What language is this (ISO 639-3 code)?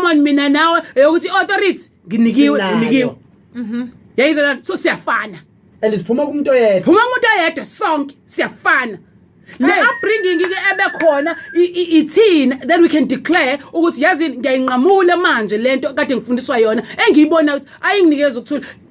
zul